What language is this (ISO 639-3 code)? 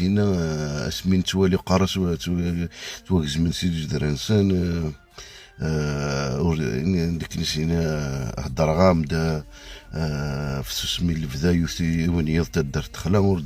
kab